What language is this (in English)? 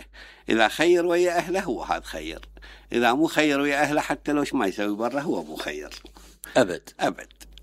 Mesopotamian Arabic